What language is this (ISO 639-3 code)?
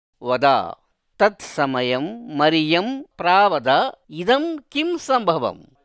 san